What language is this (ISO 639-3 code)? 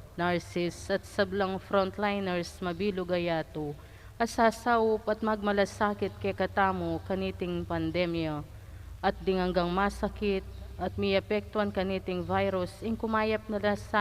pam